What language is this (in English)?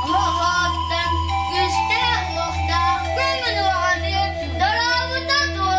Yakut